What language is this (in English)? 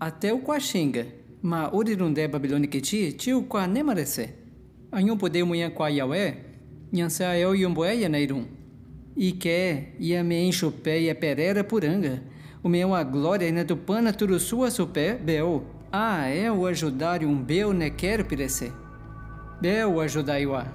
Nheengatu